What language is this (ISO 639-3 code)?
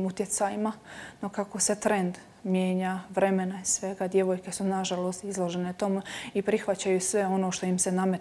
hrv